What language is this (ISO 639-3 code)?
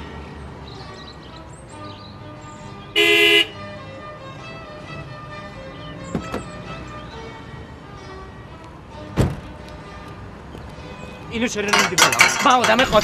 fas